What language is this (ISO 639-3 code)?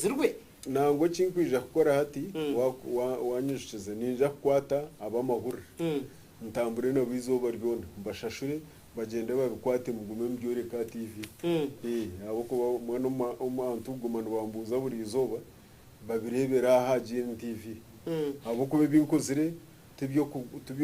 nyn